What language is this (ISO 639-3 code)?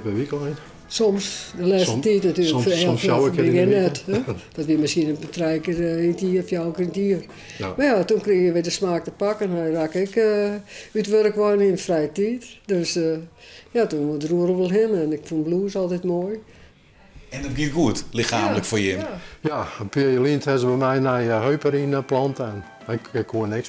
fry